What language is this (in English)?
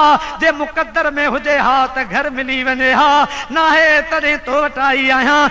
Sindhi